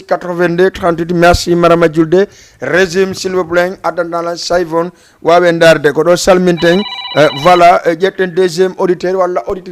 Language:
Fula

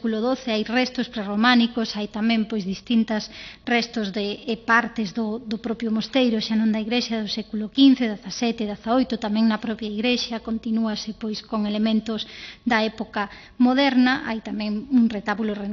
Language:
Galician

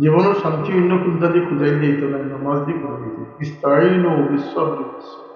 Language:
Sylheti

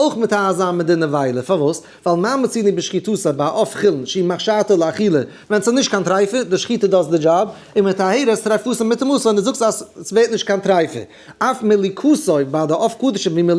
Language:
Yiddish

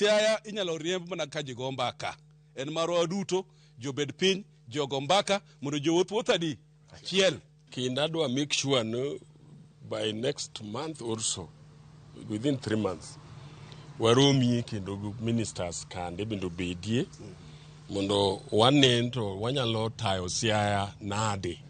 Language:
Luo (Kenya and Tanzania)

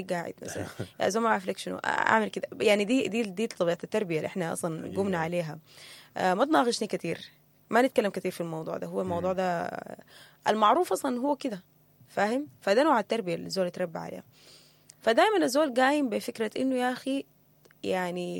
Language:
Sudanese Arabic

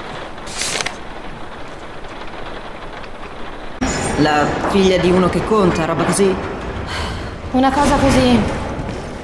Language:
Italian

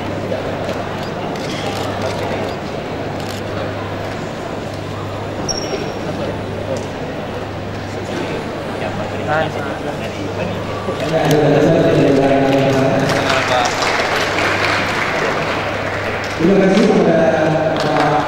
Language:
Indonesian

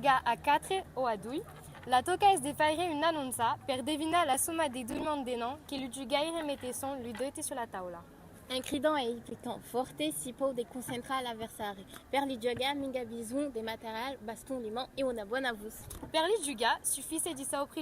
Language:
Occitan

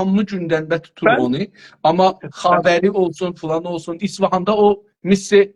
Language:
South Azerbaijani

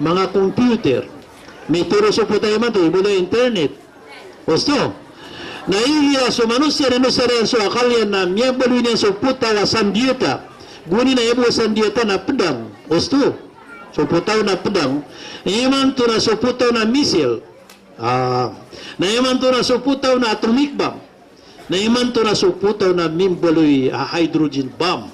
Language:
Maranao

